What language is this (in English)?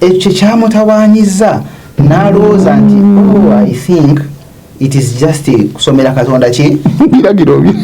Ganda